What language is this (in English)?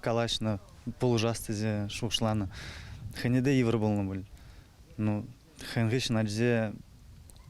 Chuvash